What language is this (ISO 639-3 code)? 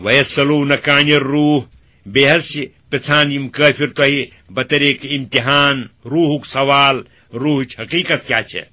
kas